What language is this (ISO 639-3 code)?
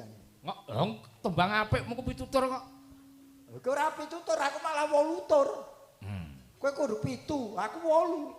jav